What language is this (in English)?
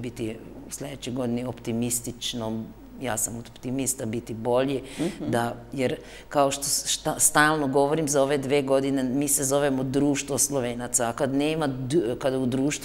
Serbian